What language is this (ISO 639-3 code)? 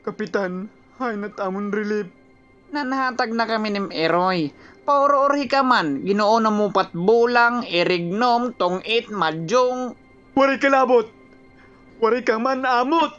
war